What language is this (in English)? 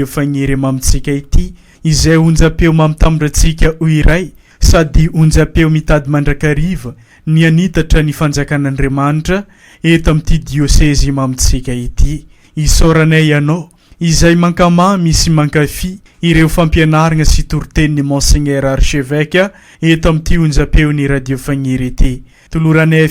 Malagasy